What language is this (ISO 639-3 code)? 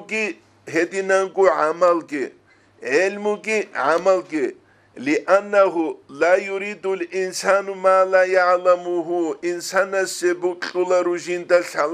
ava